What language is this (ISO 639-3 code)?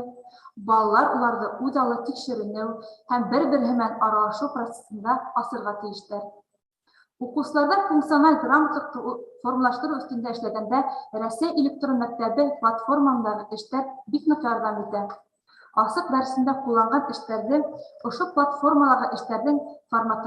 bak